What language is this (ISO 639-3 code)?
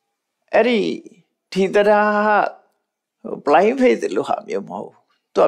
mya